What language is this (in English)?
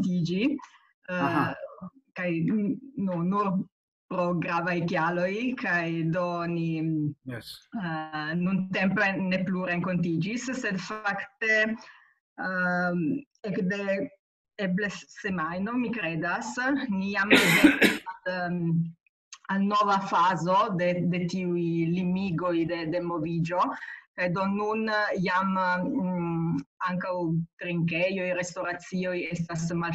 Esperanto